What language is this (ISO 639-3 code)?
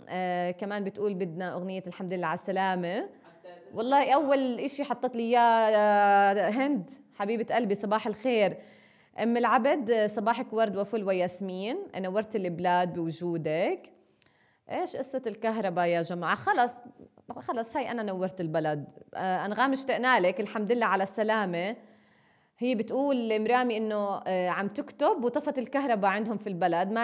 apc